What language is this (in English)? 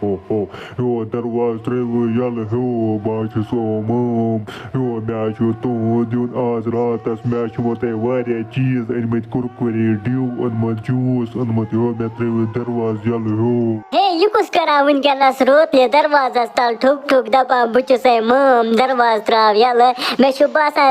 Kashmiri